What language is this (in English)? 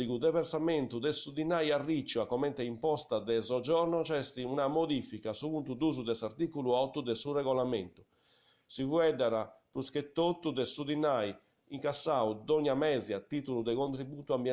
Sardinian